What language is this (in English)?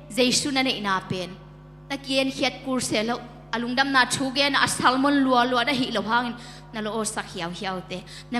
Tedim Chin